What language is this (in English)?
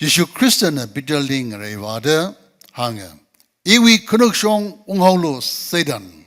Tangkhul Naga (India)